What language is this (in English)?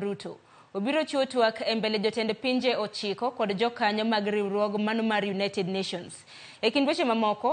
Luo (Kenya and Tanzania)